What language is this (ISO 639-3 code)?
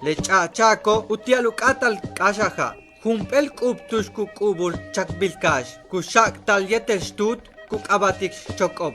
yua